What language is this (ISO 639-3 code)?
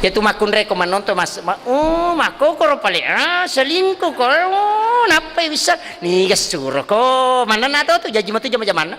bug